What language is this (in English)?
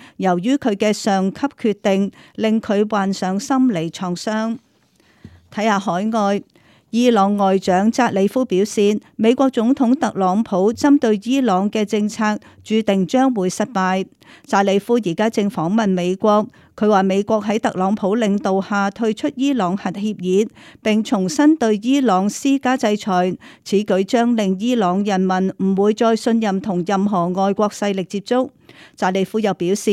Cantonese